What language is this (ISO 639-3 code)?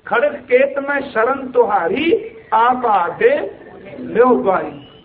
pan